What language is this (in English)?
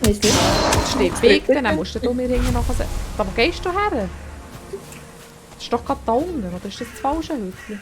Swiss German